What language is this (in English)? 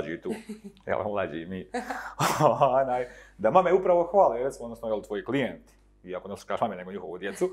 Bosnian